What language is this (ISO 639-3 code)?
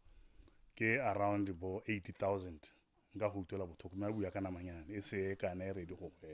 tsn